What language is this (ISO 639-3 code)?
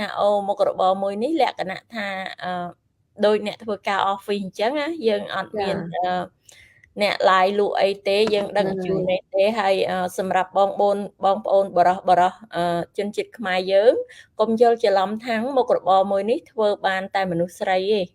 khm